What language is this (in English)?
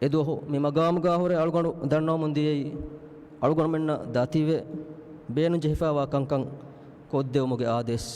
Divehi